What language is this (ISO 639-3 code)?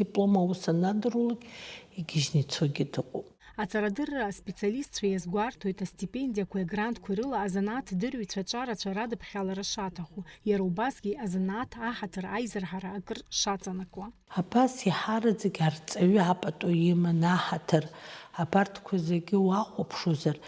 abk